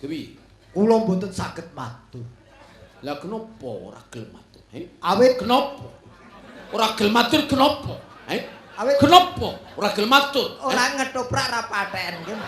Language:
Javanese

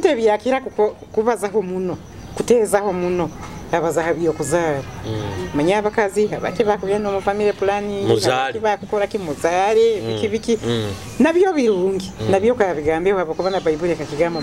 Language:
Nyoro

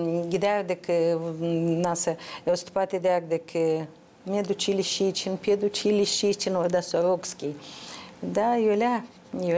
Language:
Gagauz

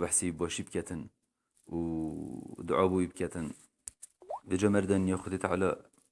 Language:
Kurdish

